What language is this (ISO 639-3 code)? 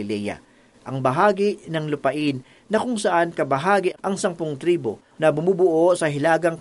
fil